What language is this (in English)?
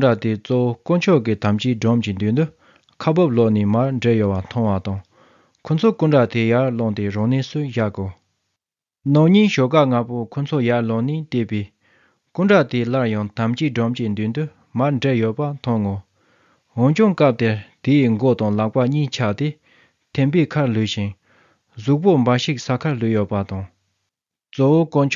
Tibetan